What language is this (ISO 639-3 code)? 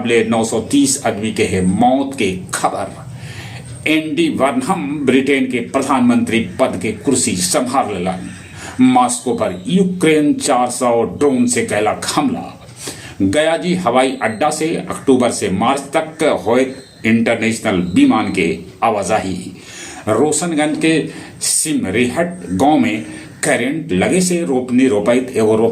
mag